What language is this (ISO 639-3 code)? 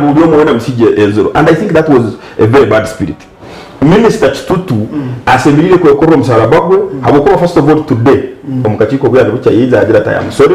nyn